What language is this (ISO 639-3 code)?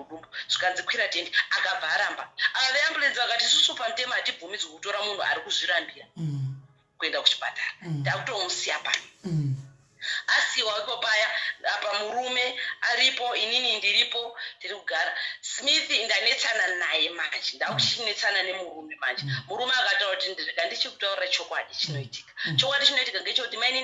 sna